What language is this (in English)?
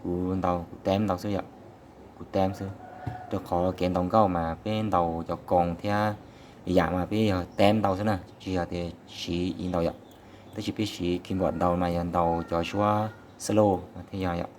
Hmong